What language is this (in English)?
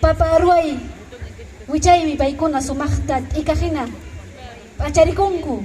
Ayacucho Quechua